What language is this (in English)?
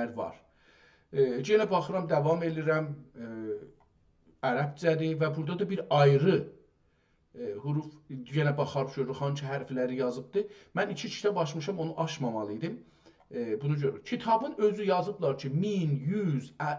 South Azerbaijani